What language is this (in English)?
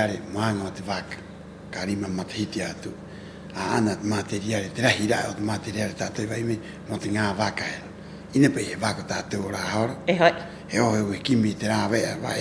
Rapanui